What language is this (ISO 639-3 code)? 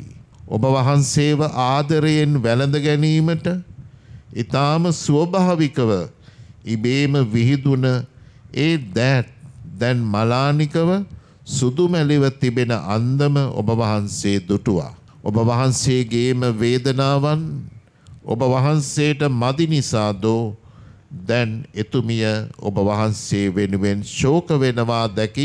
sin